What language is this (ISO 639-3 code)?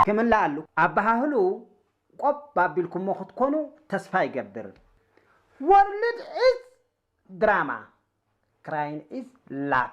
tir